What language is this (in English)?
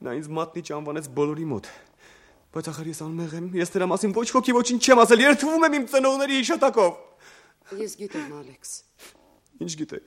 Armenian